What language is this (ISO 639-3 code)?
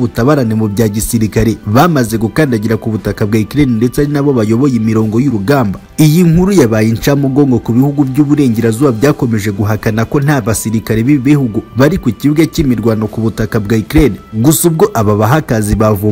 kin